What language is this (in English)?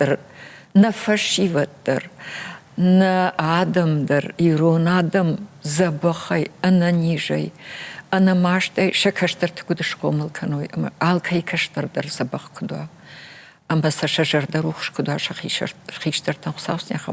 Ossetic